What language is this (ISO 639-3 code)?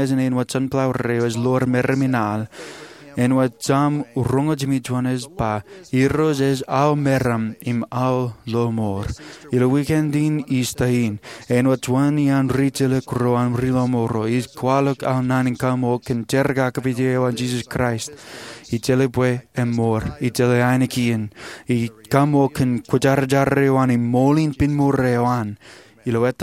mah